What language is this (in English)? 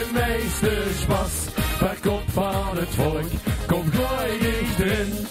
Limburgish